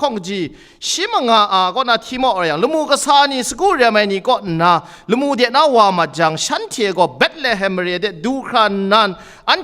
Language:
Kachin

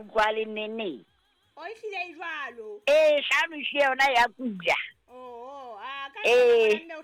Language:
Southern Sotho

